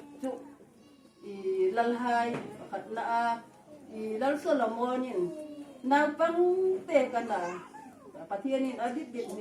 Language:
Hmar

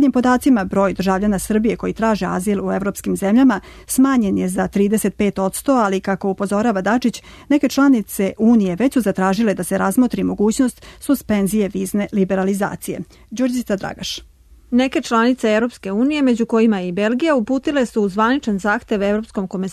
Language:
Serbian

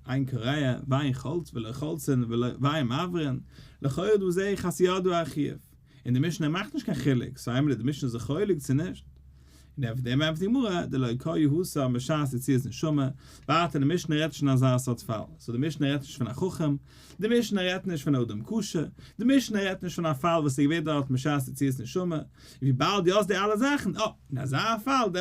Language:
Yiddish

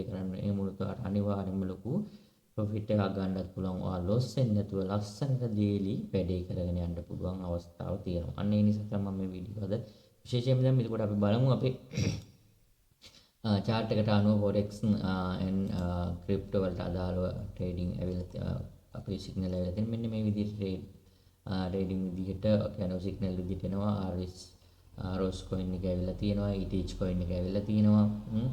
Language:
Sinhala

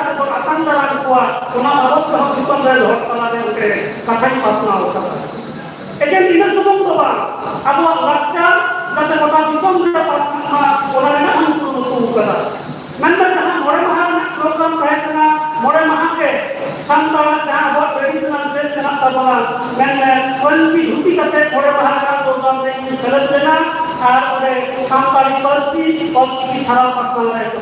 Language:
Santali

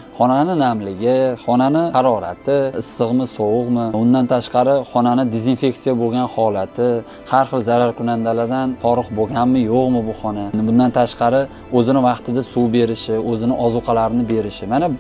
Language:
Uzbek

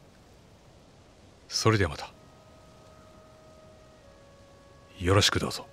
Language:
Japanese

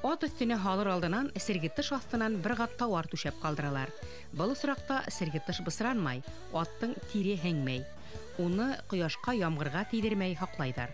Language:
Bashkir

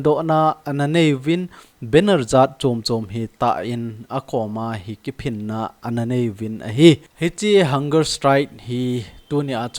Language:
Thado Chin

